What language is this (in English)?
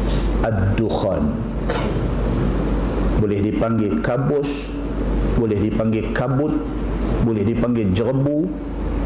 Malay